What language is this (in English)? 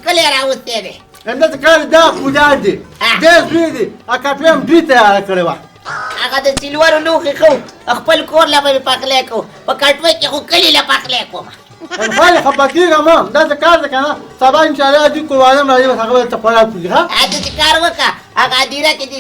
Pashto